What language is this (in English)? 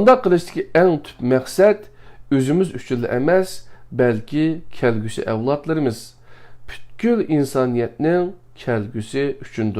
Uyghur